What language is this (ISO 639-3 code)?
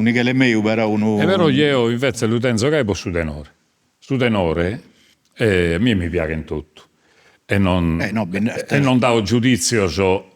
srd